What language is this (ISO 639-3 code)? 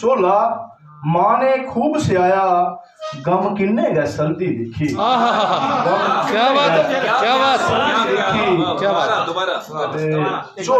doi